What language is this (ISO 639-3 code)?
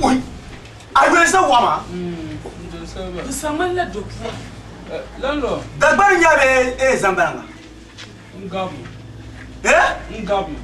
dag